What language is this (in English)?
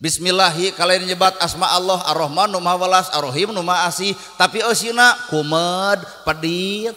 Sundanese